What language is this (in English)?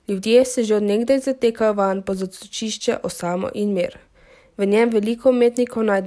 Slovenian